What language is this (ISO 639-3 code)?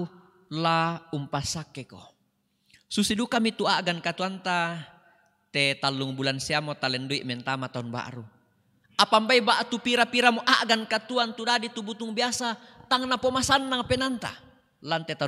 sda